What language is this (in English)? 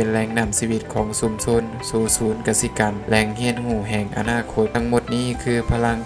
Lao